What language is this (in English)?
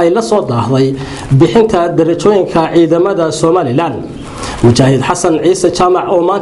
Somali